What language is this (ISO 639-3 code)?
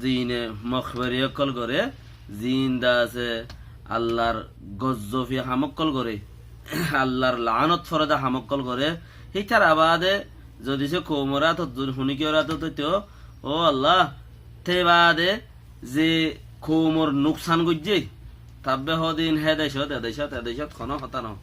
rhg